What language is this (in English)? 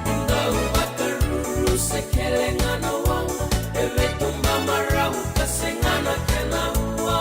Fijian